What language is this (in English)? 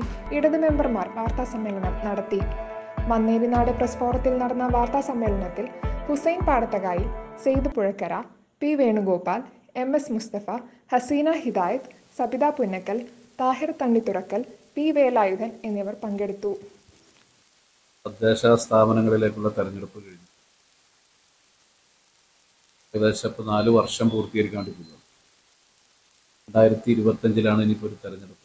Malayalam